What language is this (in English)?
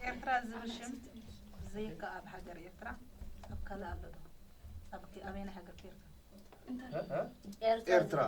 Tigrinya